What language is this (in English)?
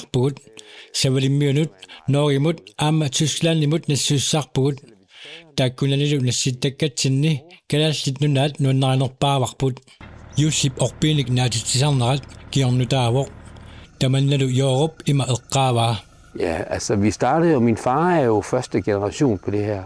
Kalaallisut